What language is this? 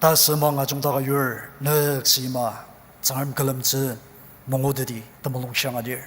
Ao Naga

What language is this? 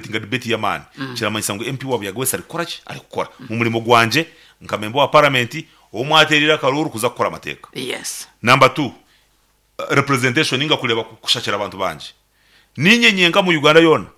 Nyankole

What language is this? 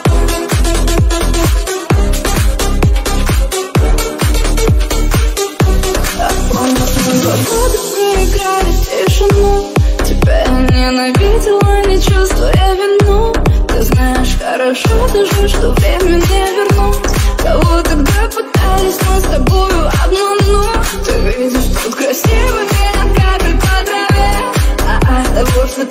Russian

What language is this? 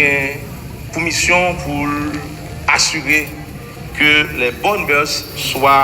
Haitian Creole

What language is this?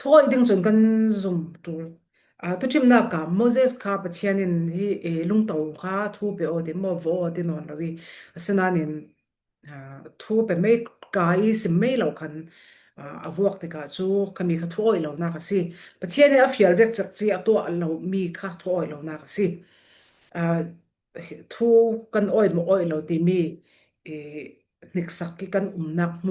Falam Chin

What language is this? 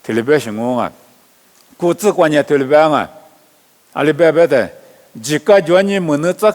Lisu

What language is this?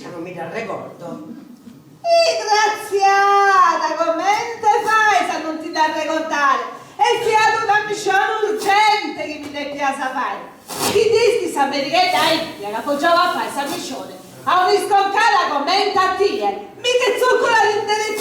Sardinian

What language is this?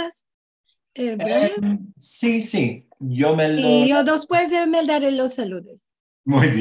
Ladino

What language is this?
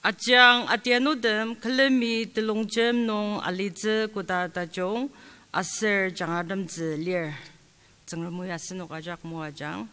Ao Naga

